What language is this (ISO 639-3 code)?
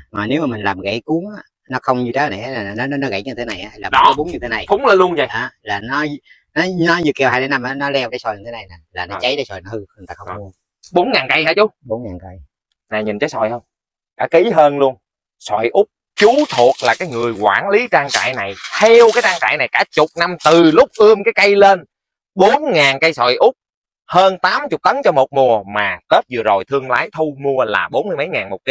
vie